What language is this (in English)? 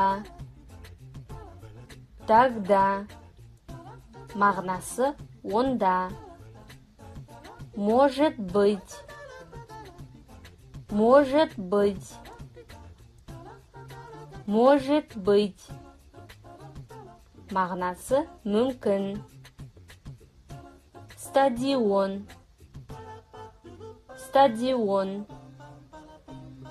Kazakh